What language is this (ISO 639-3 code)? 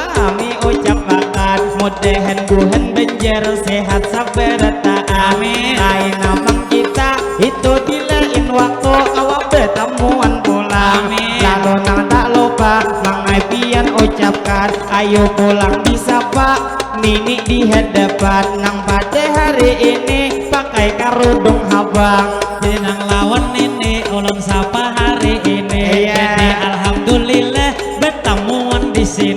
bjn